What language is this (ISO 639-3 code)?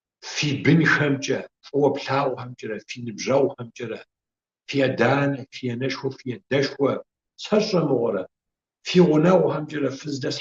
kbd